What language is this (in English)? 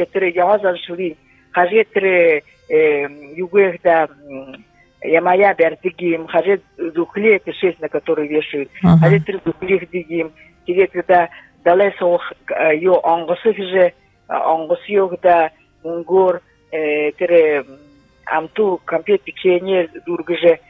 Buriat